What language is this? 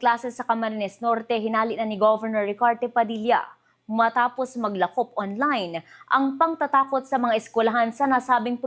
Bikol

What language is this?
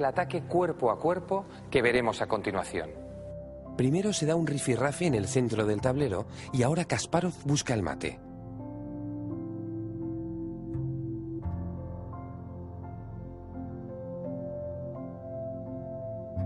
Spanish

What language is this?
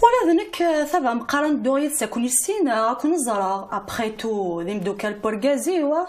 Kabyle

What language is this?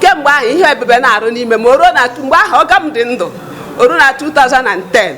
Igbo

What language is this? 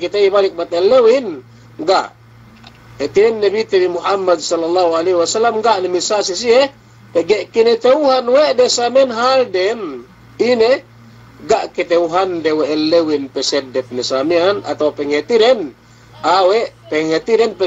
Yakan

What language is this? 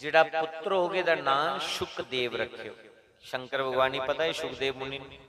Dogri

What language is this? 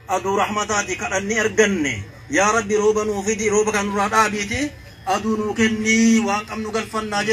Oromo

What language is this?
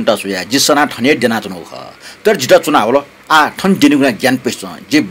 Newari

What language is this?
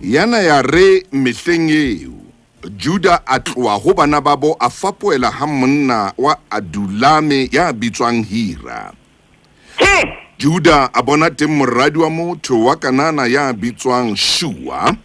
Southern Sotho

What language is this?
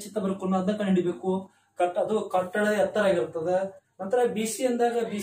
Kannada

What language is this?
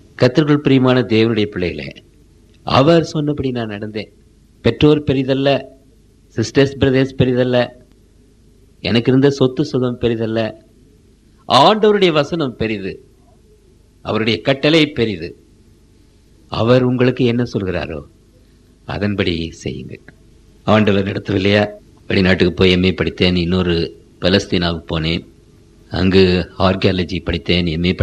Tamil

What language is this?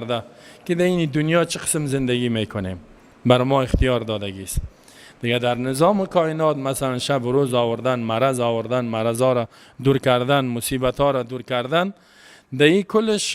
Persian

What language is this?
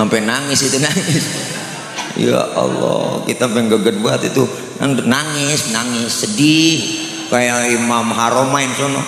Betawi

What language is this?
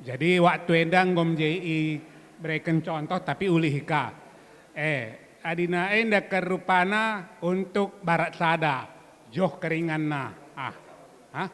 Batak Karo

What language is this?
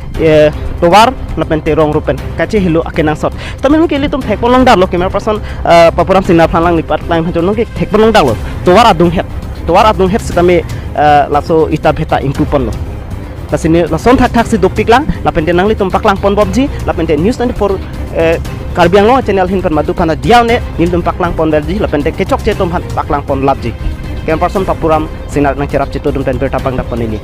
Karbi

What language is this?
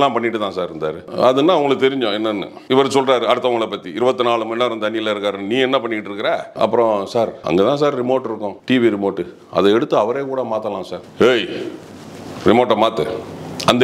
Tamil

